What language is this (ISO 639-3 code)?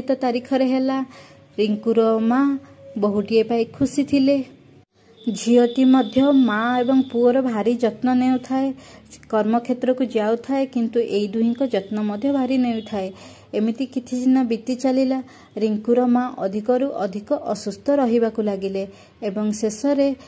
ori